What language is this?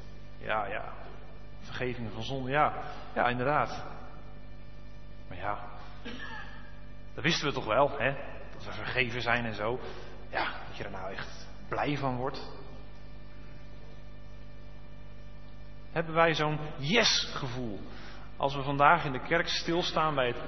Dutch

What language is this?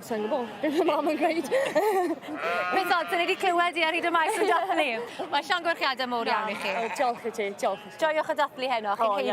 Welsh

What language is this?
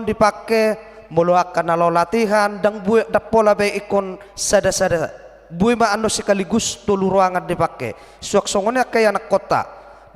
Batak Toba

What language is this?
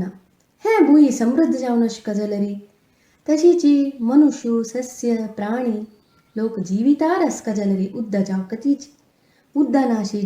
Konkani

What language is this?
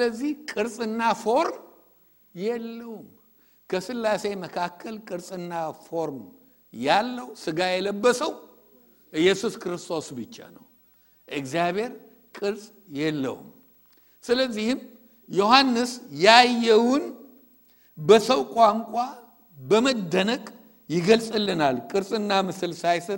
Amharic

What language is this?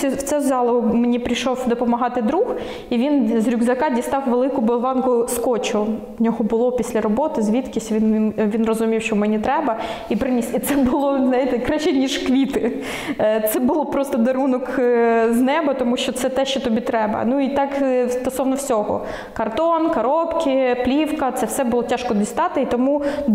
Ukrainian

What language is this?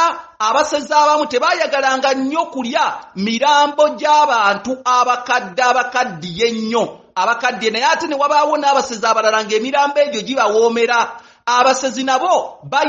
Ganda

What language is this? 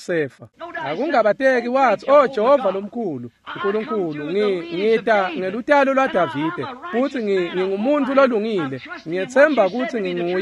Swati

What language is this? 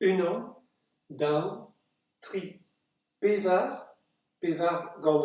Breton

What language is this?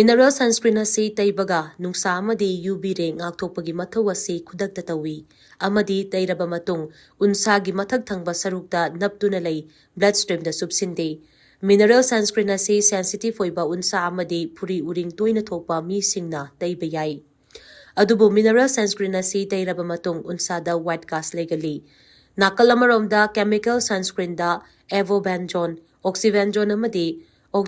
Manipuri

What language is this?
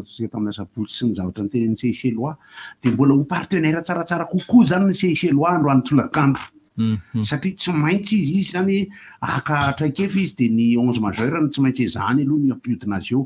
Malagasy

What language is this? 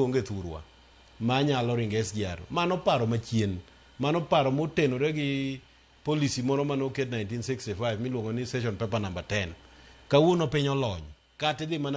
Luo (Kenya and Tanzania)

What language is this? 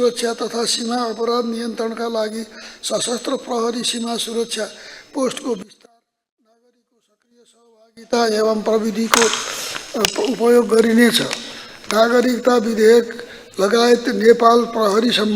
Nepali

